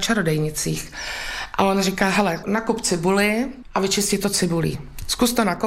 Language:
Czech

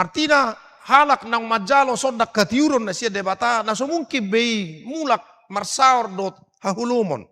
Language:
Batak Toba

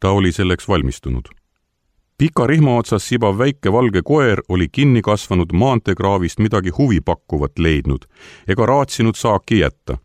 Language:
Estonian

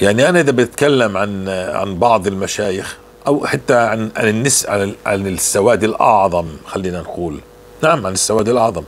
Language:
North Levantine Arabic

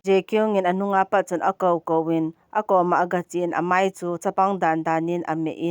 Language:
Thado Chin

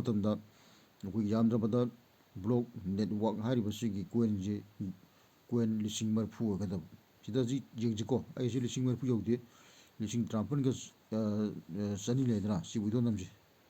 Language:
Manipuri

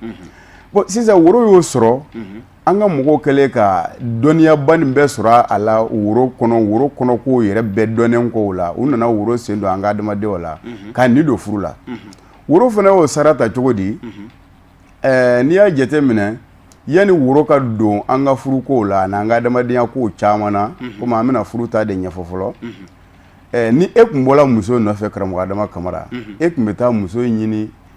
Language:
Bambara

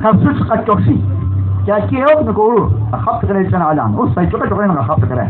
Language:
Kekchí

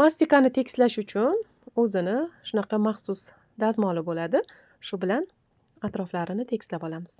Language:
Uzbek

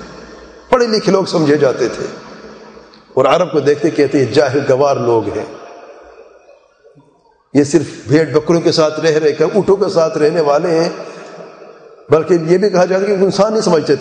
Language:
Urdu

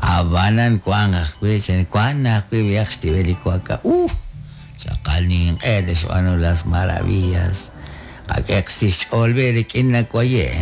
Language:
Kekchí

